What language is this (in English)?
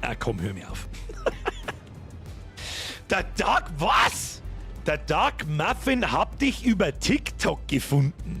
Bavarian